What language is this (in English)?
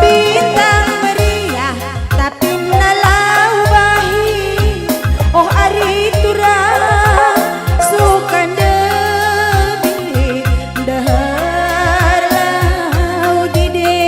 Batak Karo